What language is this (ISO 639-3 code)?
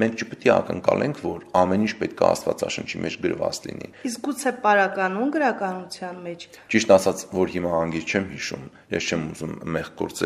hye